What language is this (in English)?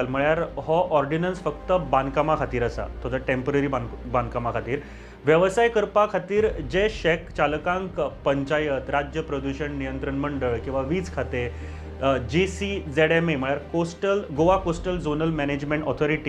Konkani